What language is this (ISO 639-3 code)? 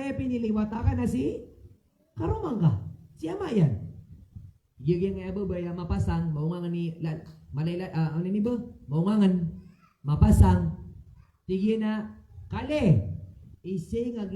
mrw